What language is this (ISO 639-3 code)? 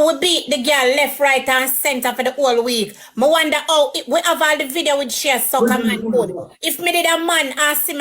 jam